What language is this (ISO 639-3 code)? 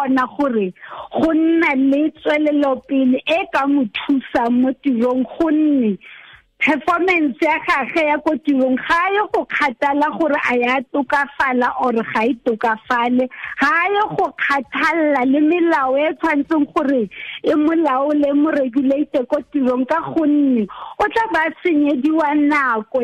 tsn